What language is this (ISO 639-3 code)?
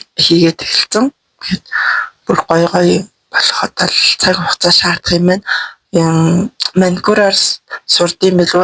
mon